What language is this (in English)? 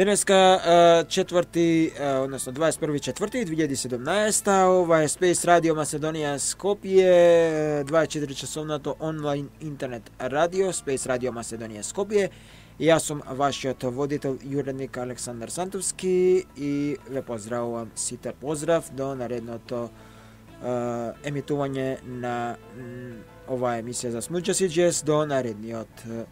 Macedonian